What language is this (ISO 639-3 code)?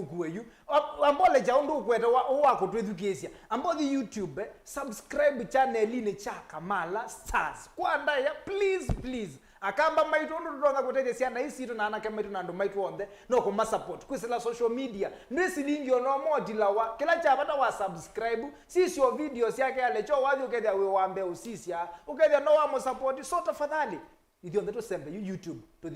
kam